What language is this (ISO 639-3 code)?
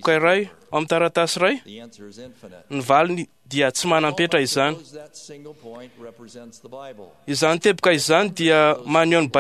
mlg